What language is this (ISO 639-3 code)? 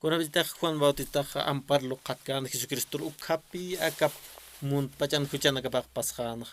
aym